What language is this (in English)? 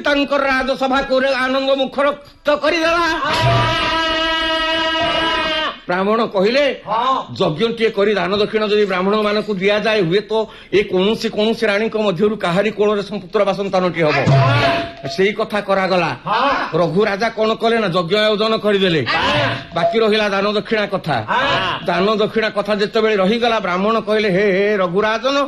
Odia